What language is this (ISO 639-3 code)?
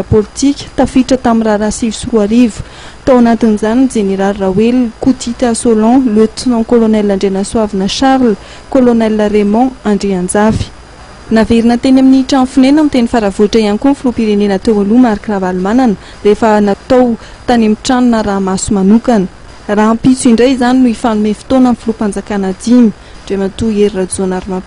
mlg